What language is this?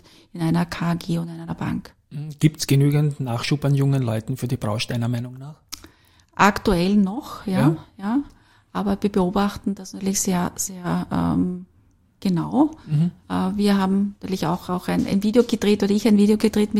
German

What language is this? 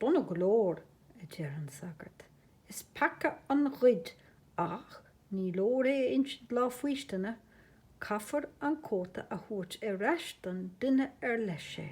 Irish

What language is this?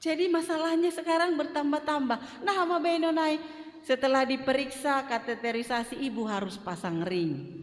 Batak Simalungun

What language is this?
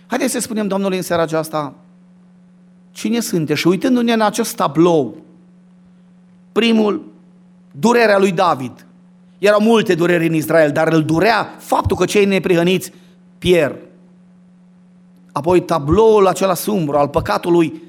Romanian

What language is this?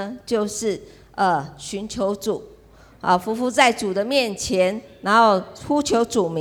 Chinese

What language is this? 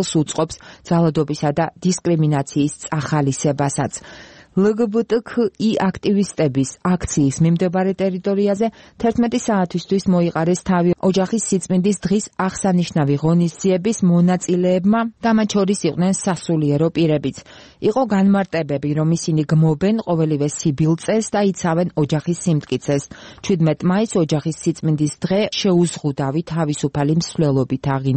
Georgian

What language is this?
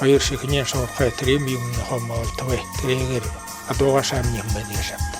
Buriat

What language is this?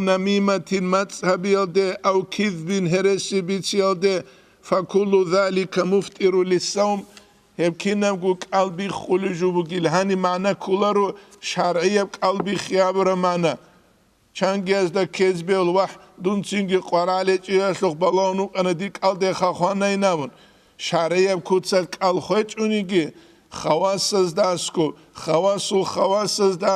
Avaric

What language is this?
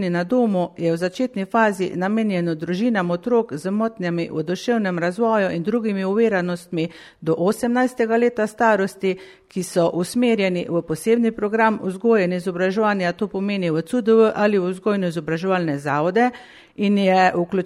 Slovenian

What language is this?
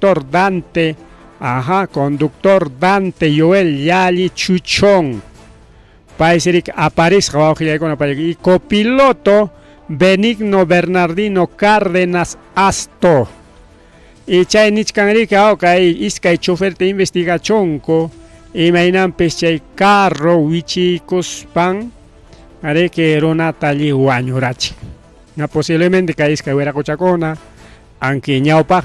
Ayacucho Quechua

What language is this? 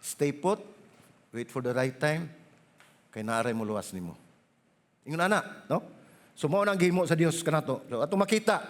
Cebuano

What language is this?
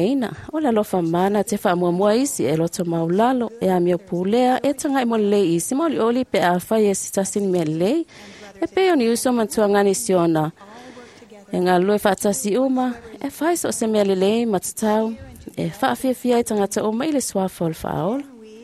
Samoan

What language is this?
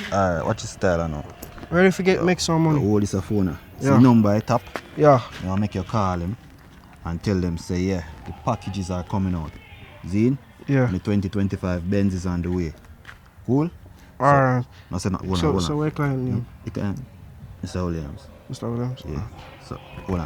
Jamaican Creole English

